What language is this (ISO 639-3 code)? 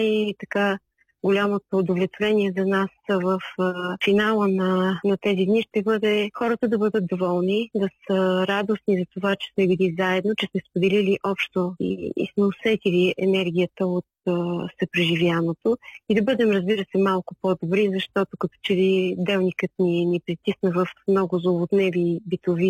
bul